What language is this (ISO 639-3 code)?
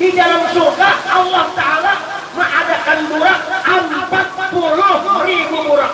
bjn